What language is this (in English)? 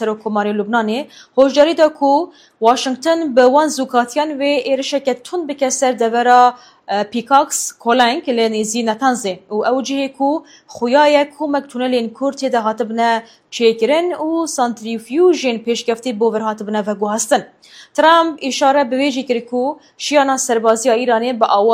Kurdish